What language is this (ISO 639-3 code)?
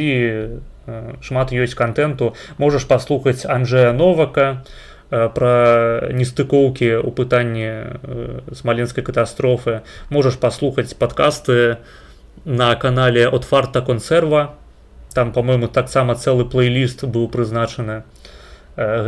bel